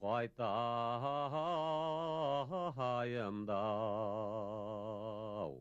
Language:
Bashkir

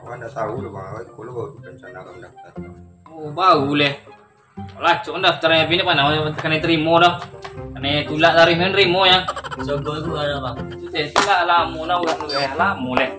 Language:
Minangkabau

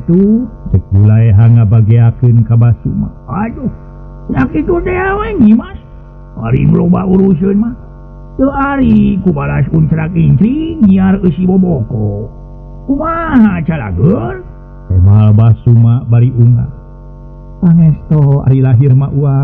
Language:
Sundanese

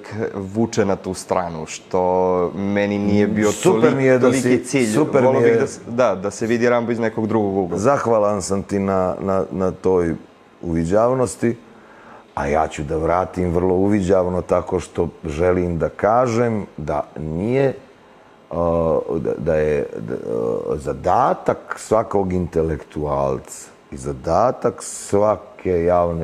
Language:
Serbian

